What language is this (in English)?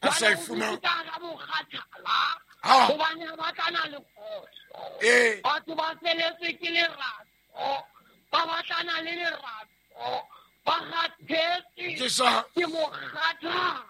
Southern Sotho